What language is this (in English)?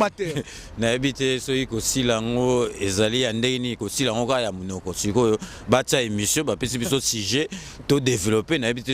Lingala